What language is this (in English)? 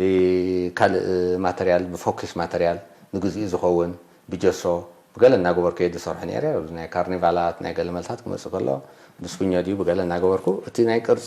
Tigrinya